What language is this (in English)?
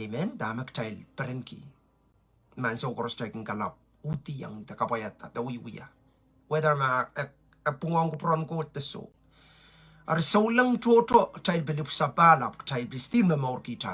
Pohnpeian